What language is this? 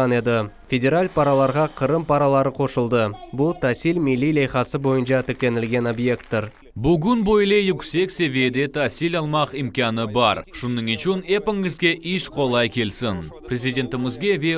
Crimean Tatar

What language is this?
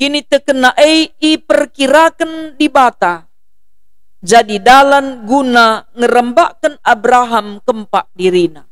Batak Karo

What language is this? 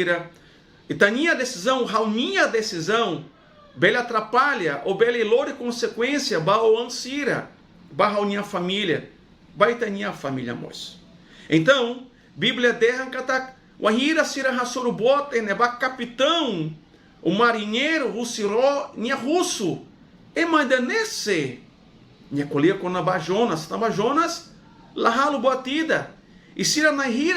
Tetum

